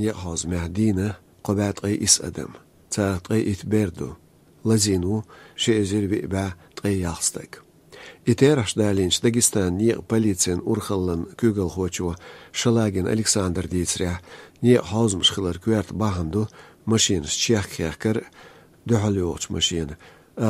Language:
Chechen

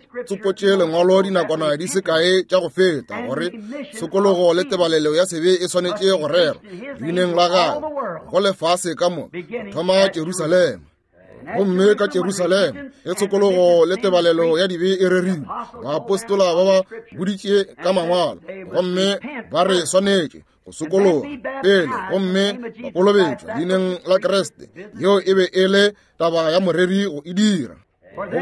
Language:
Northern Sotho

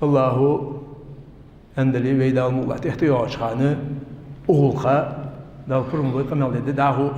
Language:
Ingush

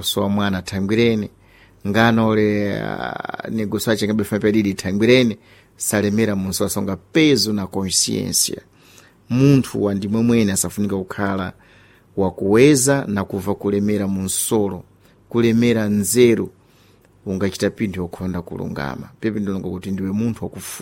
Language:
Sena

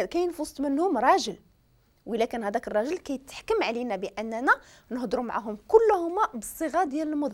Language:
Moroccan Arabic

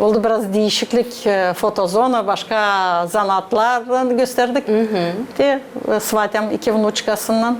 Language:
Gagauz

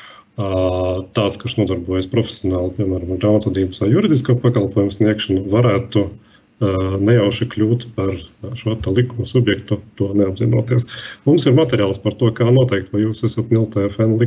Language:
Latvian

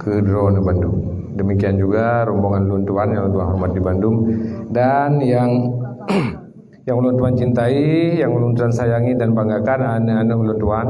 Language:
Achinese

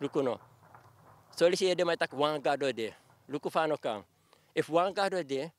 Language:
Sranan Tongo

